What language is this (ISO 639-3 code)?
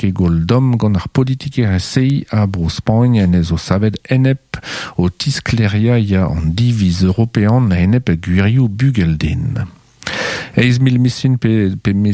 bre